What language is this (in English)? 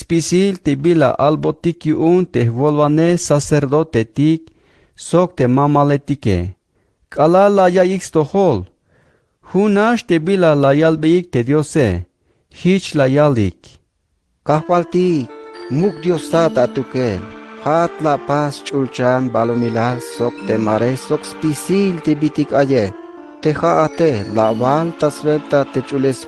Tzeltal